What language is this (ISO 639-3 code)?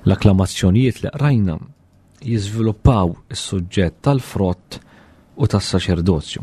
mlt